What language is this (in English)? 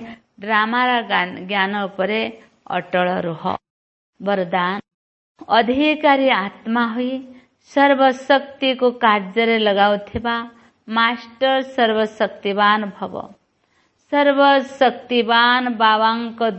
Odia